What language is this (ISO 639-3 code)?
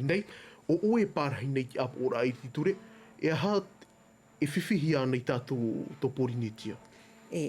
tah